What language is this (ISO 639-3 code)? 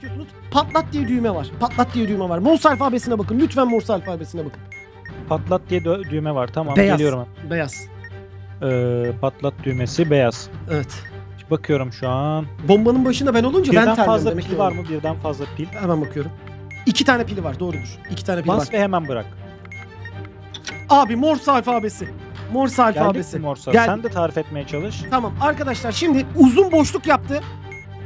tur